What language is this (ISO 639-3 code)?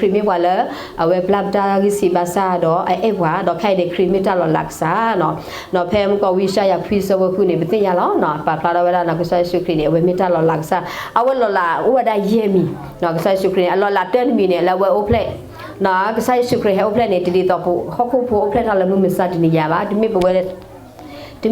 ksw